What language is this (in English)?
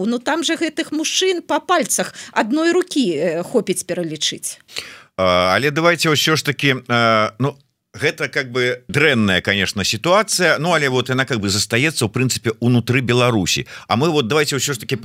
Belarusian